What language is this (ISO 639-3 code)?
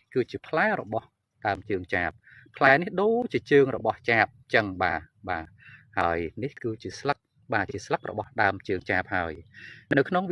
khm